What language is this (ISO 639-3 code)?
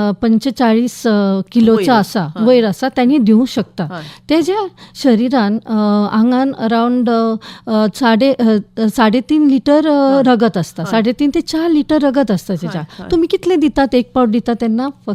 kok